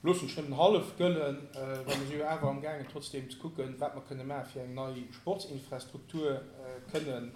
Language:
Luxembourgish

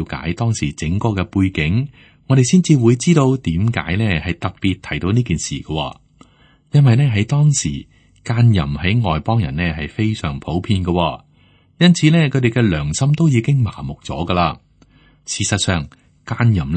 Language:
Cantonese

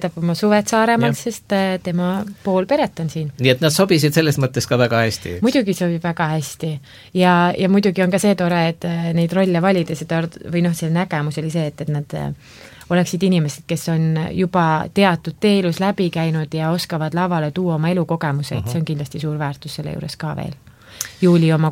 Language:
Estonian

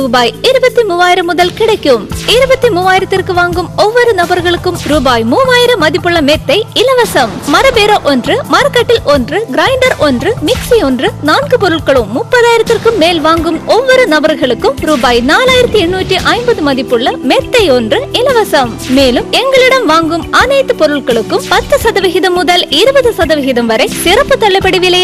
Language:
Tamil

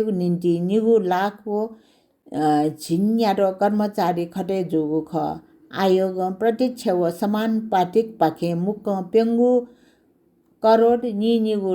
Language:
Newari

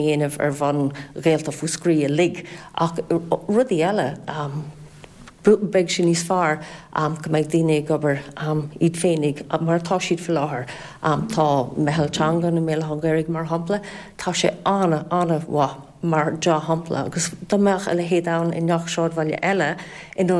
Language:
Irish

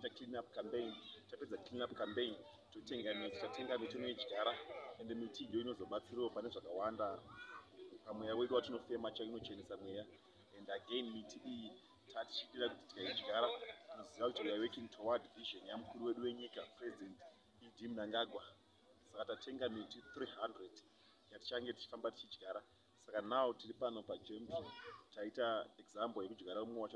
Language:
Shona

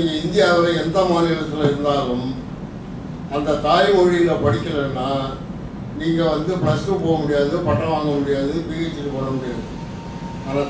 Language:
Tamil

